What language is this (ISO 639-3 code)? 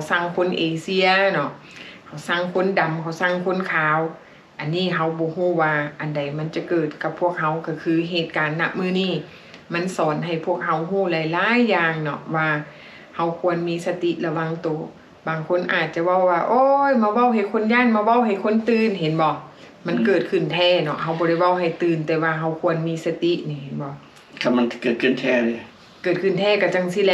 lao